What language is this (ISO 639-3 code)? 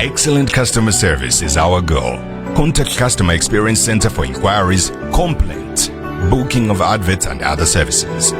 nya